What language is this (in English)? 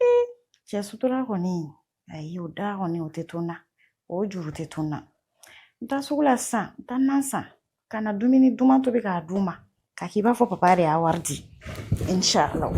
Bambara